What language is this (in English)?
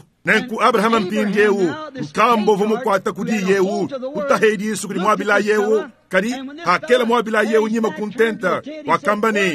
Luba-Lulua